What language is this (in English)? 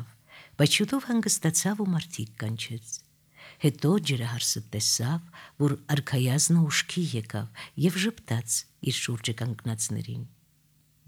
Armenian